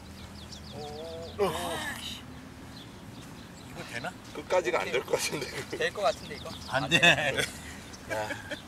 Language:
Korean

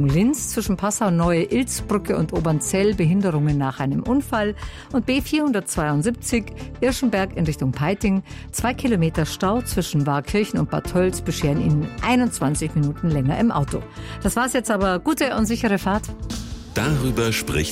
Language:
German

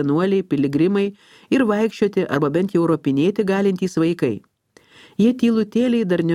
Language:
Lithuanian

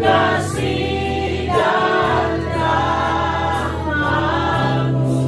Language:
Nias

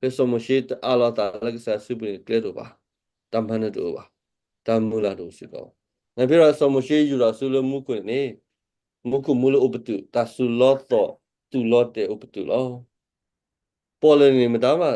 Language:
S'gaw Karen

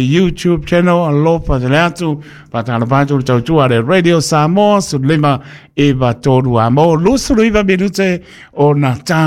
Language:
Samoan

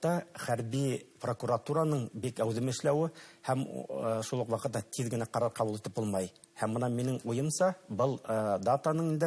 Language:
Bashkir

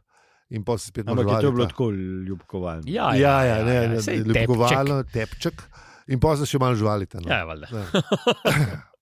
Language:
Slovenian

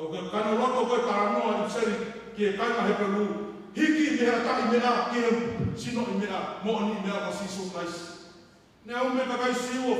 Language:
Tongan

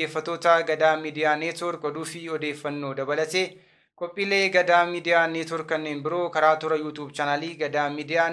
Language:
Oromo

